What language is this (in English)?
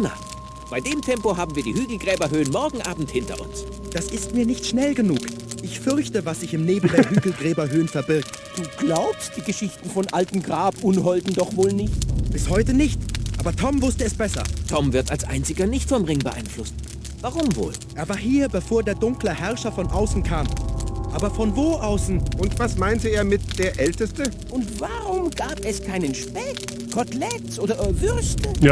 Bavarian